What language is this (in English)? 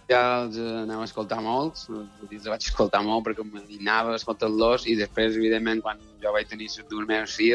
Catalan